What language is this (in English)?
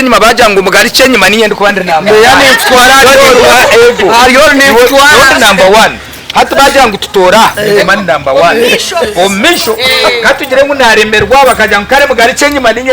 Nyankole